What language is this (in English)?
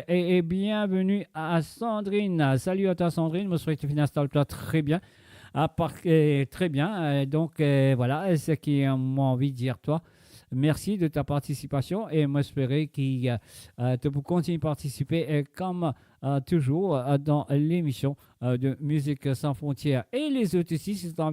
Morisyen